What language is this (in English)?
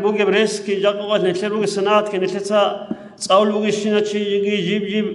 Avaric